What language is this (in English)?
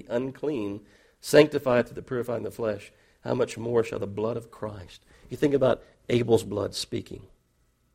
English